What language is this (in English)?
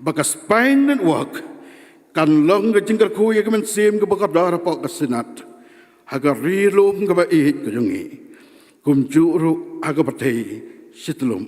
Khasi